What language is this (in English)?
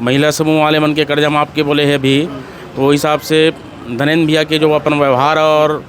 Chhattisgarhi